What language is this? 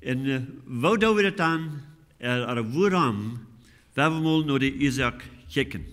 Plautdietsch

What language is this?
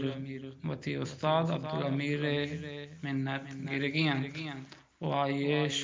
Eastern Balochi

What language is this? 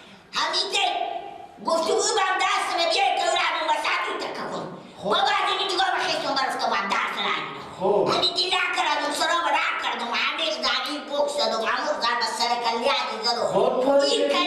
Persian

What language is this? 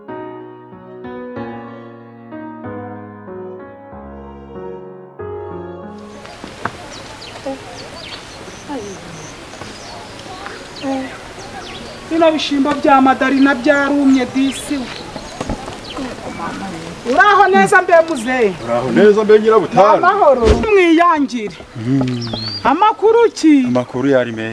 Kinyarwanda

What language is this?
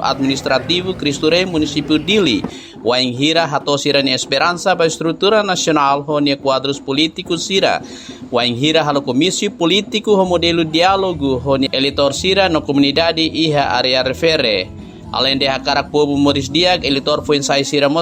Tetum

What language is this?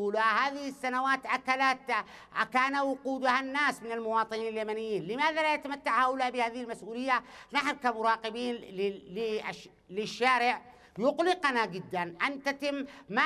Arabic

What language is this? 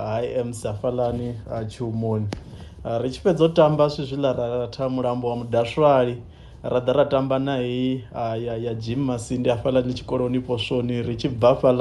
Venda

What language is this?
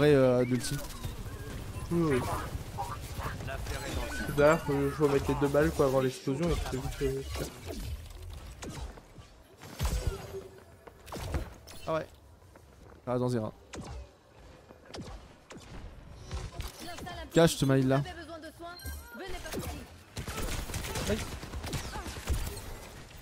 French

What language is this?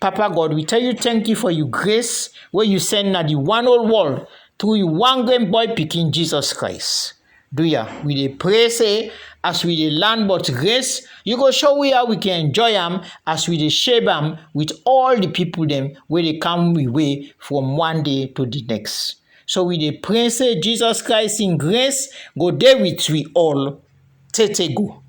Krio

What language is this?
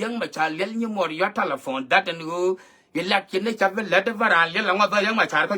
Nuer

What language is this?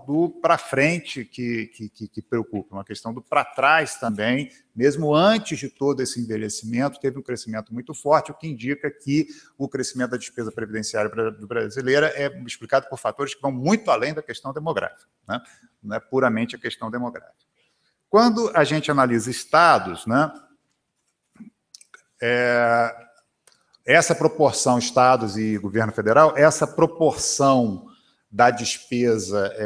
Portuguese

